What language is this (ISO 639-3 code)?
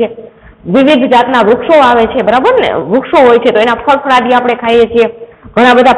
guj